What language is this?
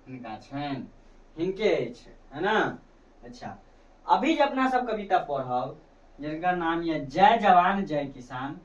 Maithili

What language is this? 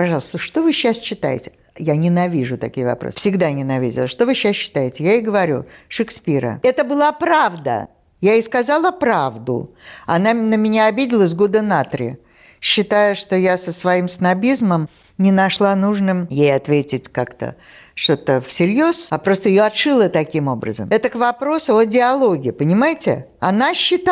Russian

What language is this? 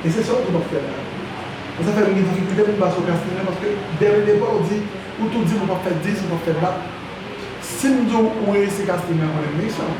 Haitian Creole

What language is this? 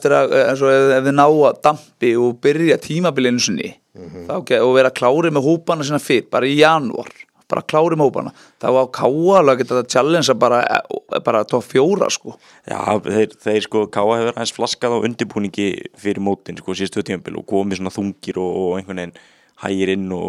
Icelandic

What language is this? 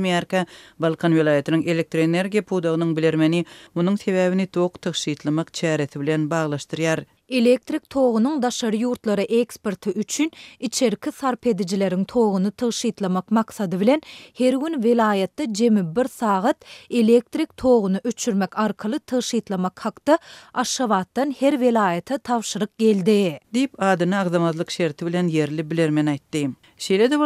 Turkmen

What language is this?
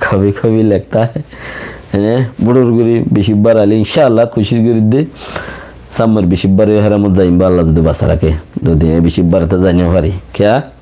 Rohingya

